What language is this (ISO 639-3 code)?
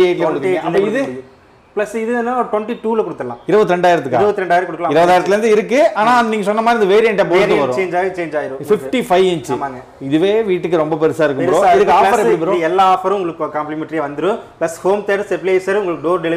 tam